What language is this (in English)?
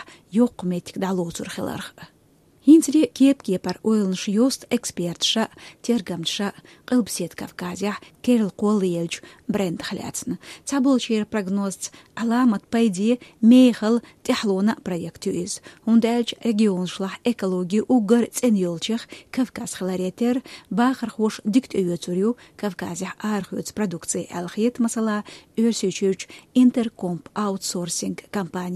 Chechen